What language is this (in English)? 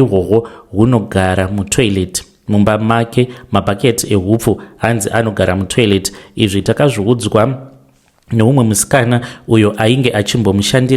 Shona